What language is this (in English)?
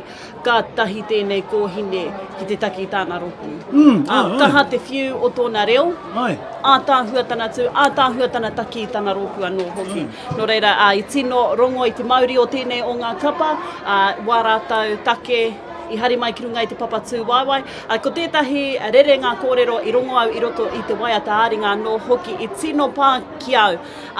Māori